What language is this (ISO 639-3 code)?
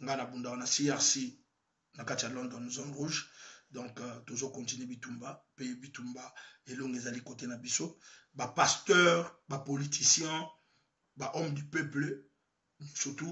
lin